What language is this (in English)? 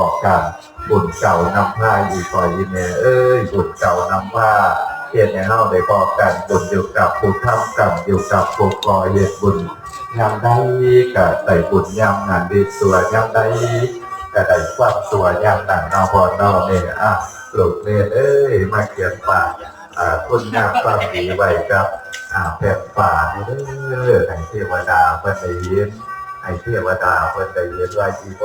Northeastern Thai